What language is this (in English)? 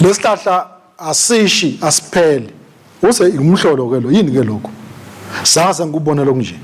Swati